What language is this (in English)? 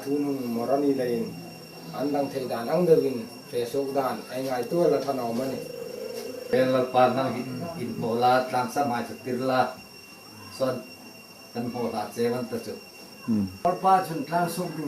Hmar